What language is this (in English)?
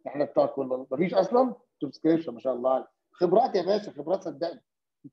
Egyptian Arabic